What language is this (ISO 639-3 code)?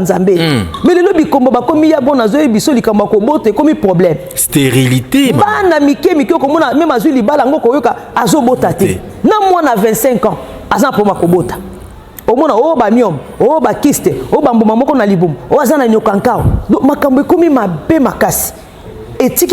lin